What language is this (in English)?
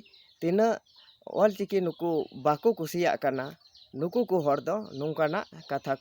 Santali